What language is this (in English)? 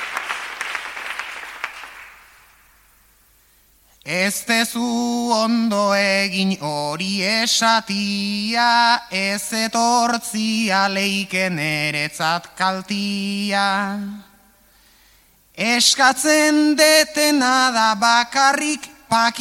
Basque